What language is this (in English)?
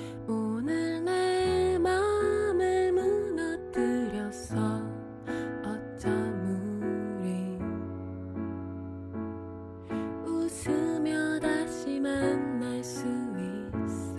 Korean